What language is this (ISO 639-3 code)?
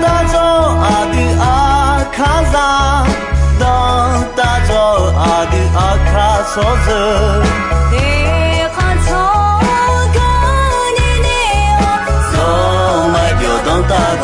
ahk